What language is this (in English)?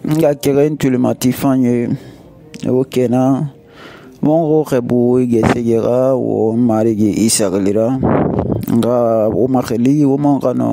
Susu